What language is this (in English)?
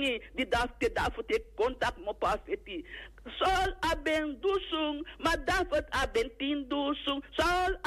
Sranan Tongo